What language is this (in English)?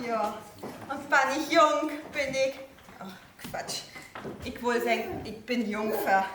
Low German